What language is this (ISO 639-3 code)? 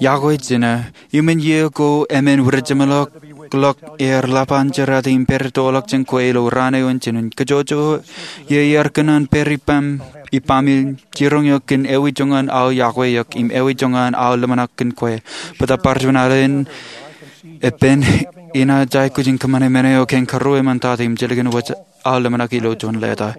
mah